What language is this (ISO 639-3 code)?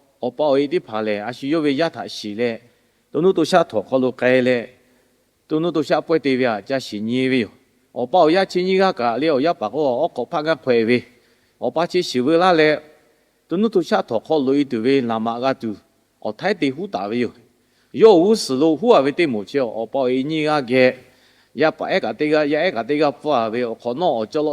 lhu